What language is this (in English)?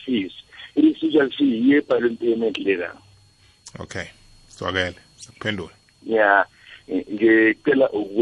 South Ndebele